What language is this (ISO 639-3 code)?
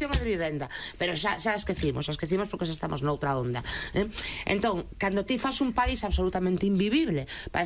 glg